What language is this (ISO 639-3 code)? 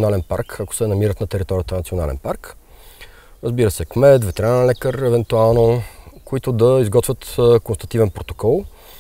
bul